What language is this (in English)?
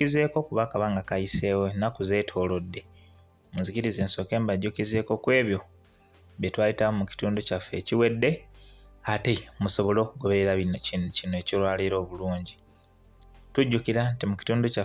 Ganda